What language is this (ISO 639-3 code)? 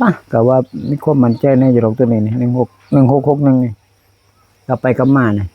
tts